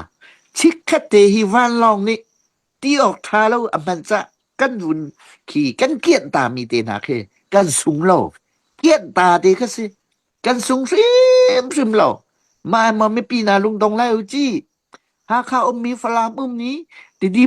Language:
Hakha Chin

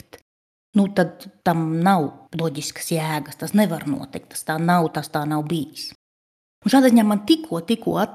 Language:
Latvian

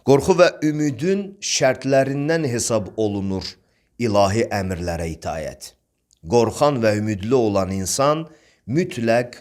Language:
Azerbaijani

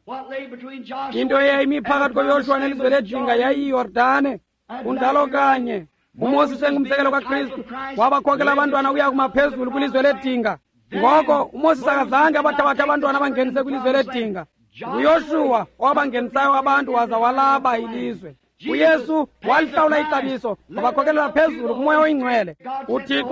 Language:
Xhosa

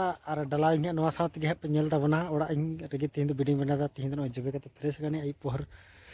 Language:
Santali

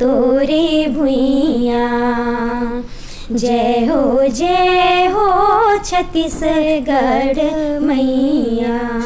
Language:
Chhattisgarhi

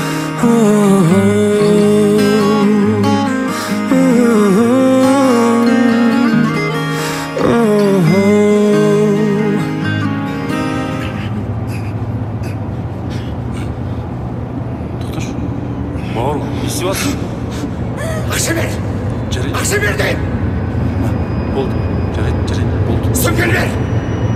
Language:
Kazakh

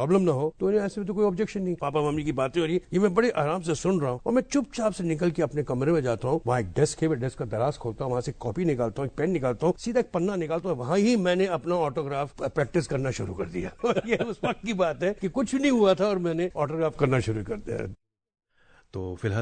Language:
Hindi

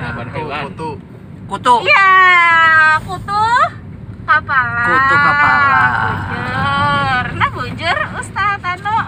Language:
Banjar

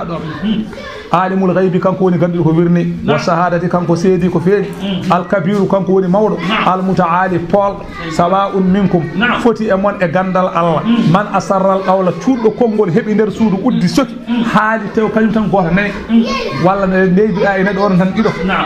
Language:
Fula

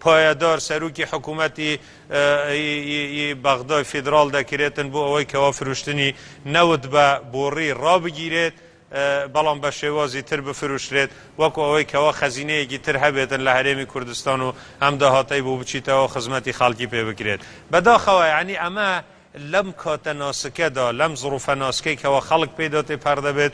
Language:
Central Kurdish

